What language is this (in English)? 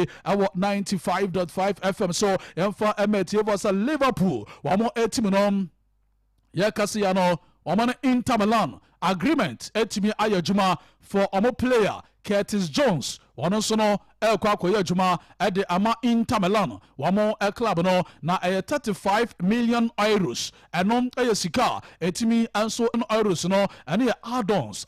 Akan